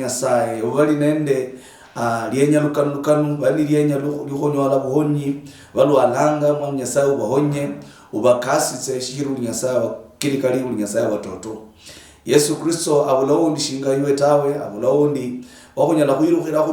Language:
Luyia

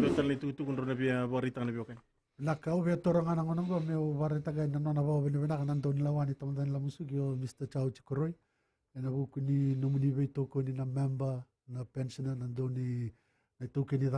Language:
Fijian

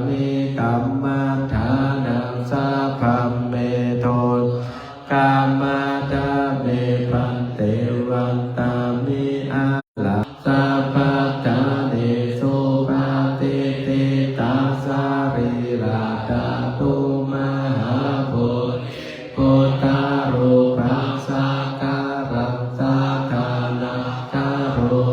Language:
Pali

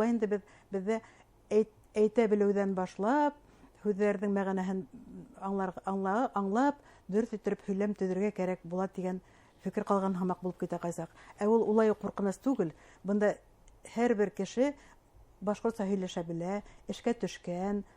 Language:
Bashkir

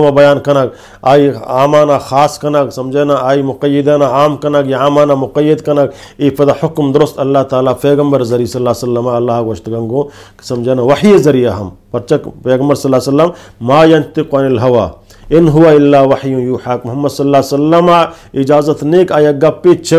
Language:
Eastern Balochi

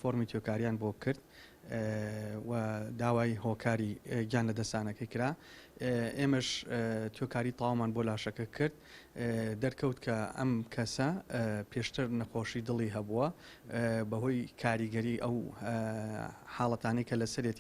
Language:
Central Kurdish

